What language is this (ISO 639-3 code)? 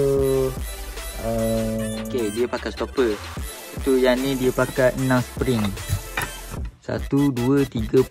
msa